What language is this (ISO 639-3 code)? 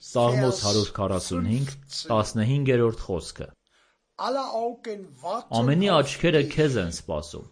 hye